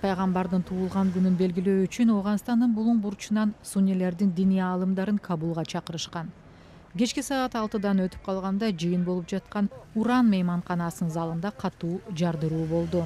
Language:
Kyrgyz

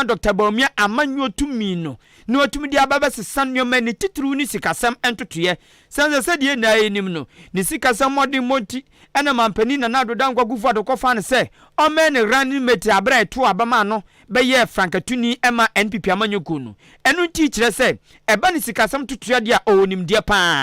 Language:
Akan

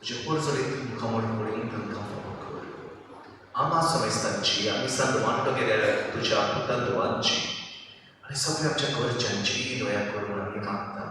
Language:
Konkani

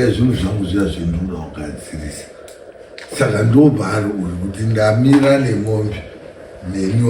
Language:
Shona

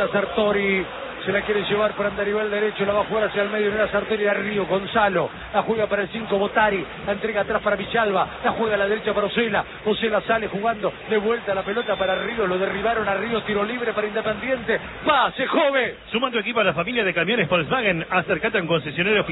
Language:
Spanish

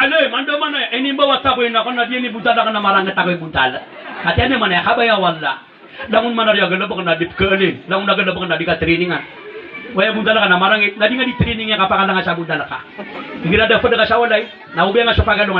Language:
Maranao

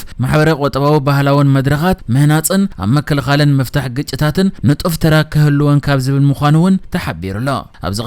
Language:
Tigrinya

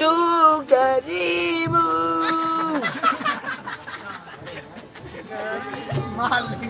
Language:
Sasak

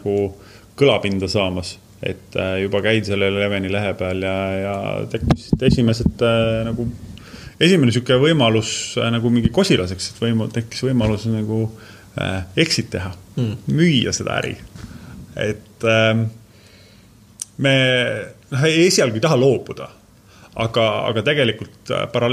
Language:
Estonian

